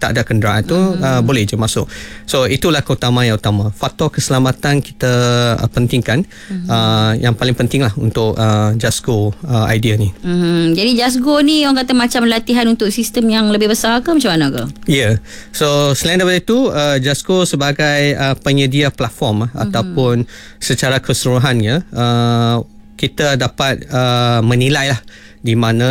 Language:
Malay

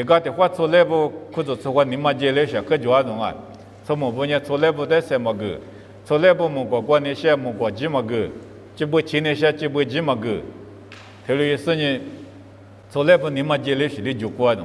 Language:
Lisu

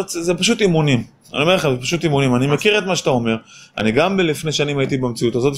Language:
Hebrew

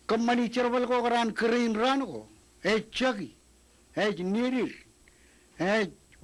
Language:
Marshallese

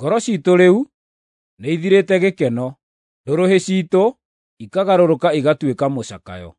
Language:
Kikuyu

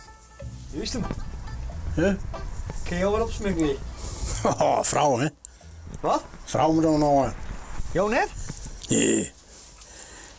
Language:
Western Frisian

